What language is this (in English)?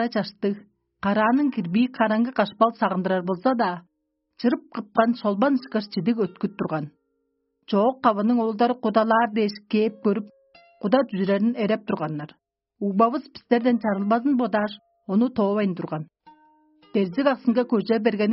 Tuvinian